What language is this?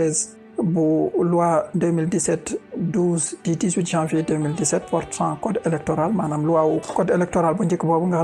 Wolof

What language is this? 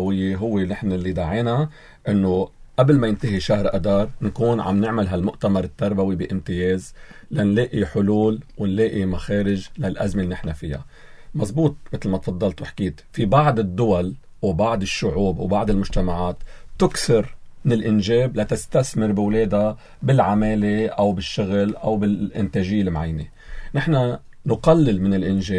North Levantine Arabic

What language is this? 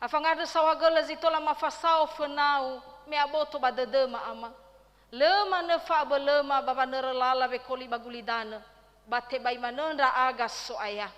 Nias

